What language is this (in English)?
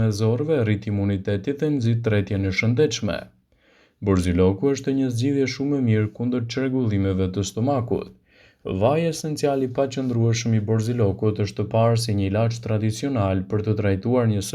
Albanian